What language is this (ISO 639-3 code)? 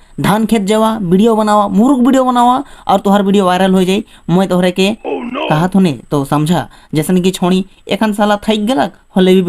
sck